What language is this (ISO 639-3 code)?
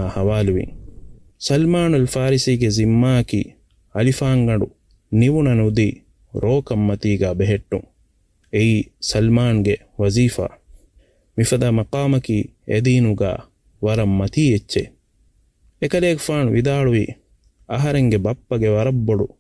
div